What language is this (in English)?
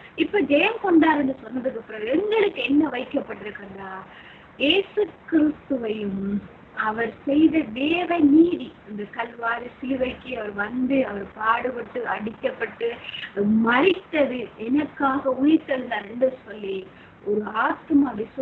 Tamil